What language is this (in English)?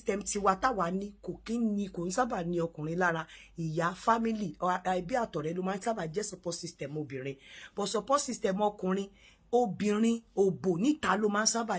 Yoruba